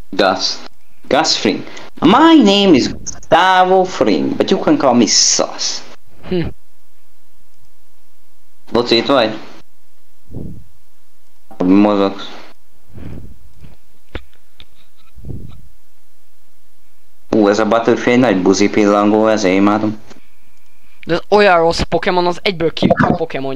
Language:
Hungarian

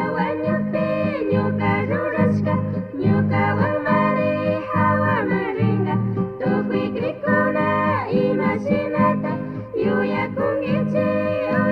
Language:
Chimborazo Highland Quichua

